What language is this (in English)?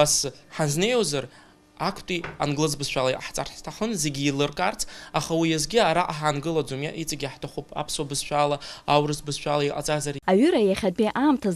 Abkhazian